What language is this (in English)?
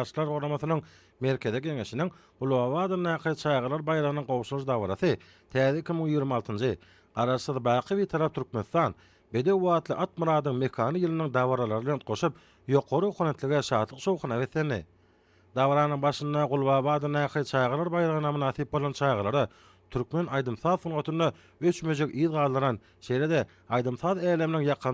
Turkmen